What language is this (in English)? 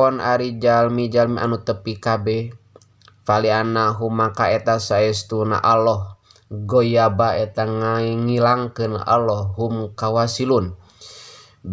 Sundanese